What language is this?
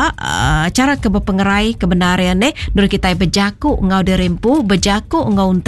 Iban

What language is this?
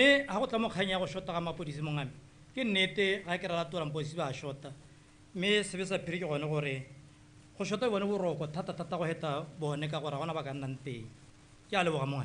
Tswana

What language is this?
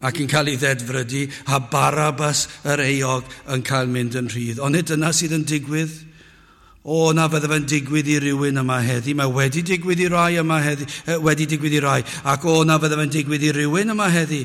Welsh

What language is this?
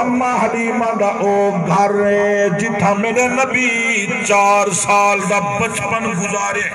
Saraiki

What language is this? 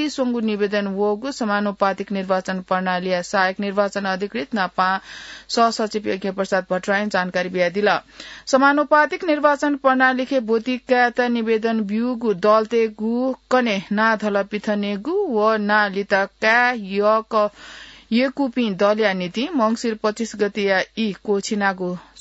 Newari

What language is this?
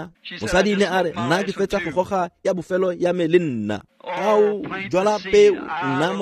Tswana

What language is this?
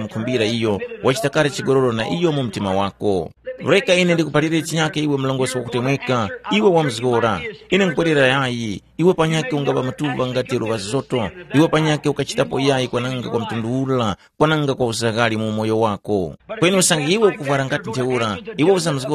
Tumbuka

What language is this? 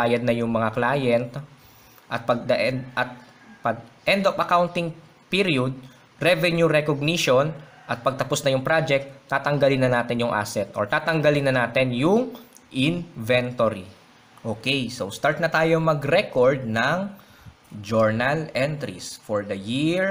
Filipino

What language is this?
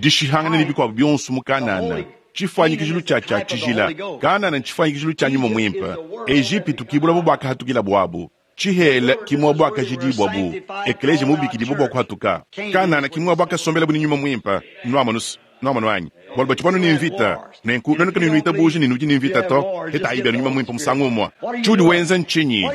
Luba-Lulua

